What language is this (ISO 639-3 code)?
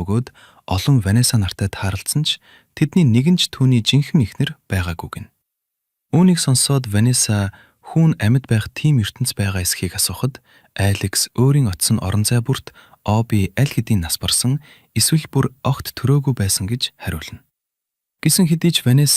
mon